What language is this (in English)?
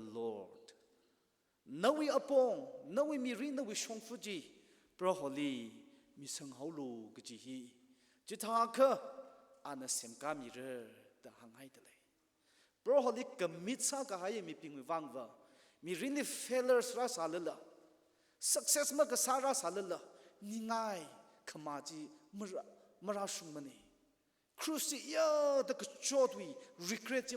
Tangkhul Naga (India)